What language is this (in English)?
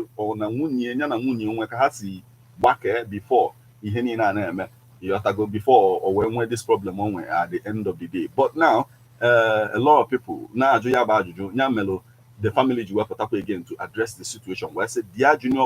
Igbo